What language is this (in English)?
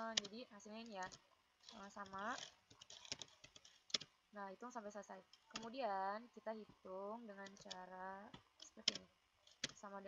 Indonesian